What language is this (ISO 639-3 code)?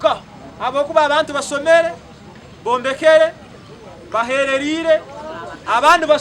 nyn